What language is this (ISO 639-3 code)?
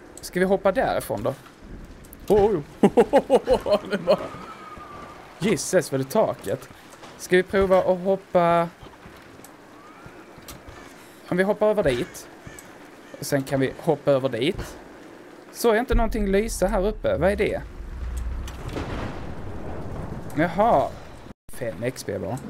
swe